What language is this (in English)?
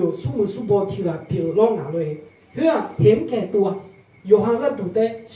Akha